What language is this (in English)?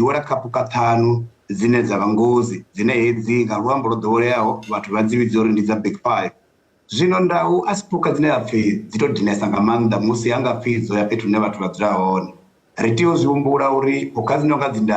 Venda